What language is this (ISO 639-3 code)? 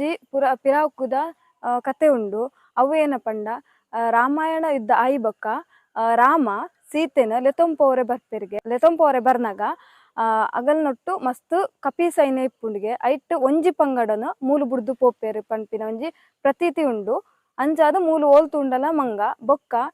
tcy